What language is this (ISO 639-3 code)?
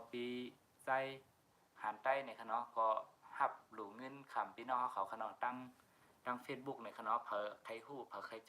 shn